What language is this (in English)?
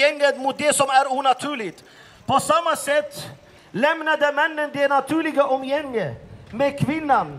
Swedish